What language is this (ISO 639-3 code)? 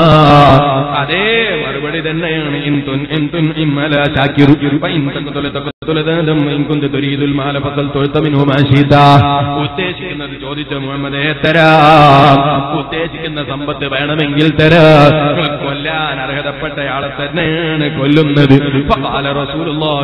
mal